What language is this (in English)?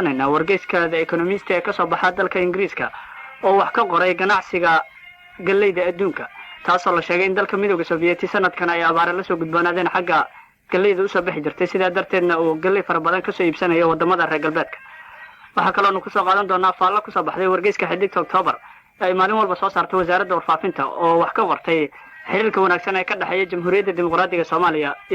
Somali